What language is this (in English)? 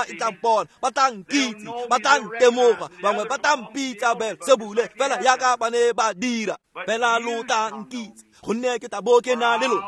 Tswana